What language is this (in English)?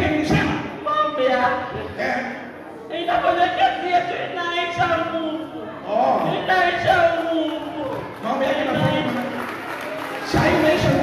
Swahili